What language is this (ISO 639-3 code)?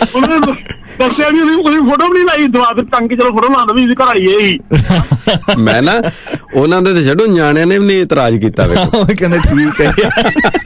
pan